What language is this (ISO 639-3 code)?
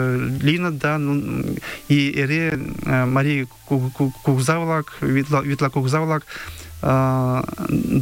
chm